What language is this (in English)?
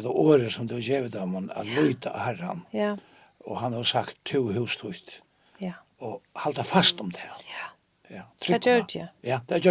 Faroese